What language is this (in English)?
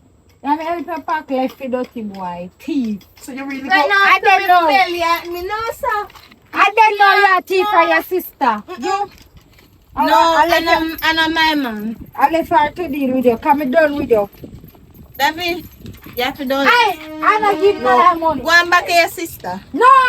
Jamaican Creole English